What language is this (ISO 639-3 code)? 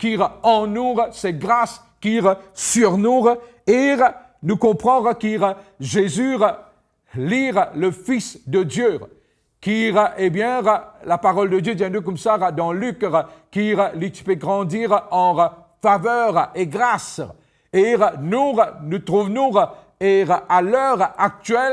mfe